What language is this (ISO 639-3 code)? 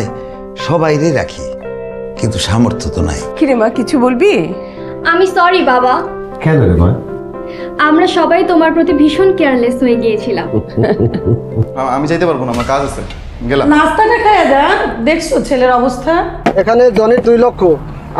ben